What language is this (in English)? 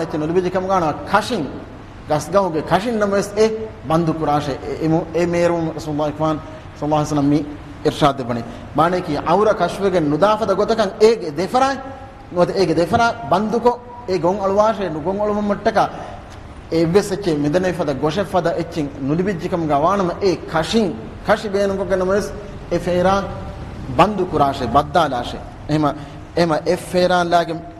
Divehi